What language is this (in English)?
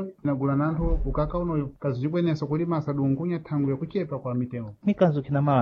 Sena